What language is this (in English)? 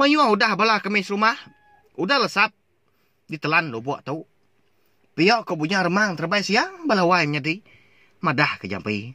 Iban